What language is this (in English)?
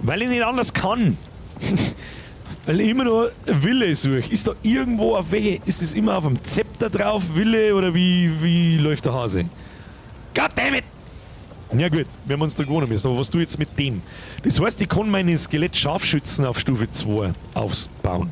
Bavarian